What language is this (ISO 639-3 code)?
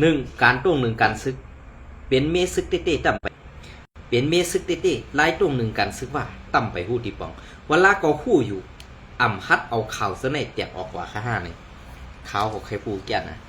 shn